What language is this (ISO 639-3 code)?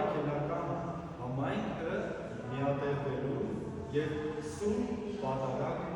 hyw